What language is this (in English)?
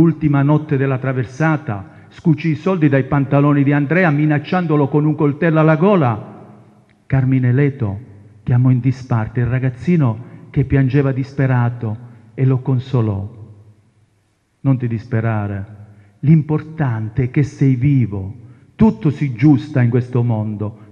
Italian